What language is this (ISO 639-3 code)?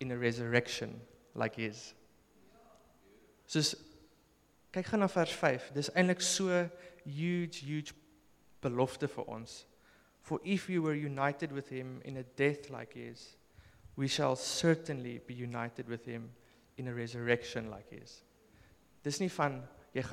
afr